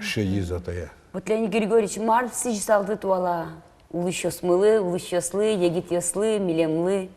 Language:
Udmurt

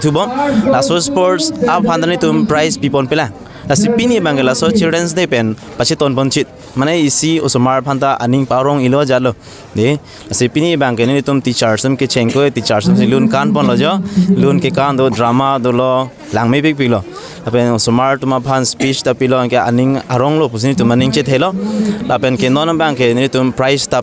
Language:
Karbi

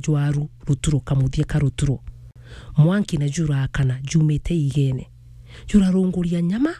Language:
Meru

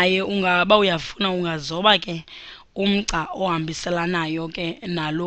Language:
Xhosa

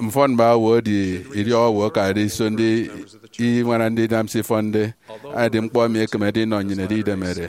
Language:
Efik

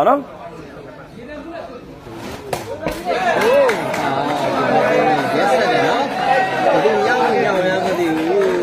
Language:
Burmese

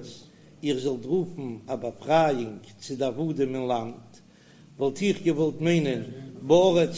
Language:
Yiddish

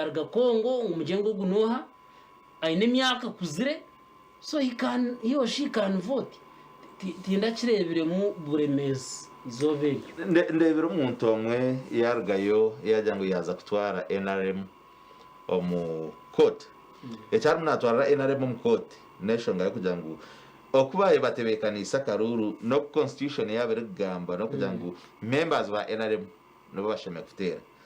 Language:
Nyankole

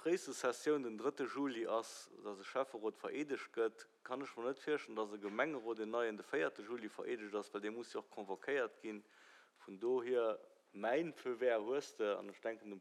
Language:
Luxembourgish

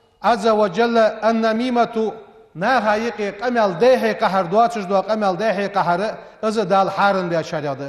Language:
Ingush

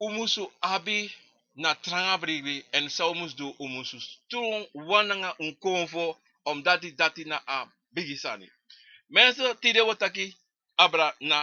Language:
Sranan Tongo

